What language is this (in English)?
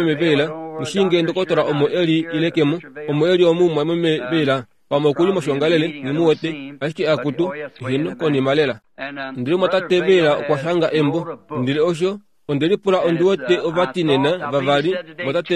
Kuanyama